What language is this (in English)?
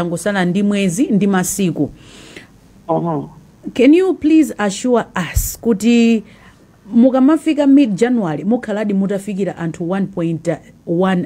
Nyanja